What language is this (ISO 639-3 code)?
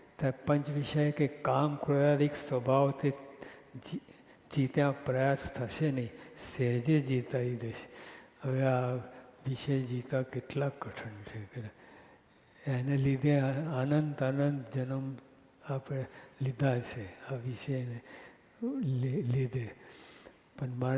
guj